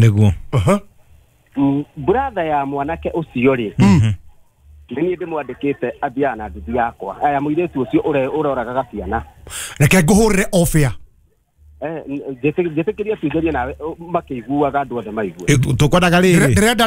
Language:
Kikuyu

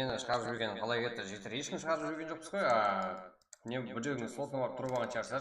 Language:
Kara-Kalpak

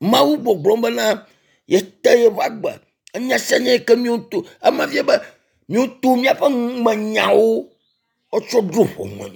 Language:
Ewe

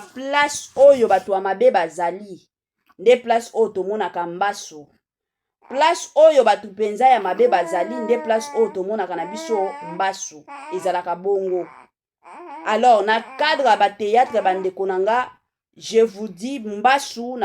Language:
Lingala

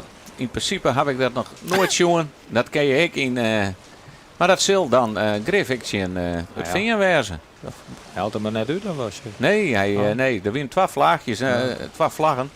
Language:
Western Frisian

